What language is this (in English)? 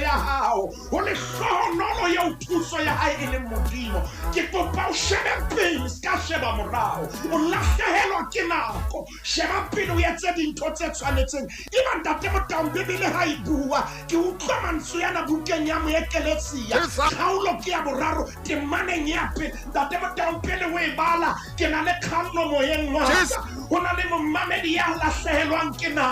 Southern Sotho